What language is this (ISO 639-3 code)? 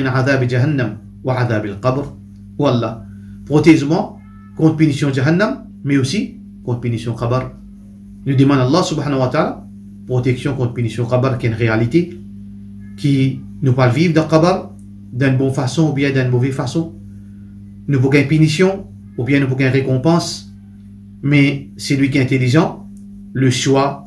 mfe